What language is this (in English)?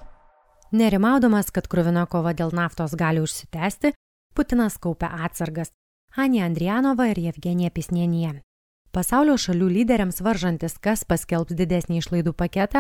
Lithuanian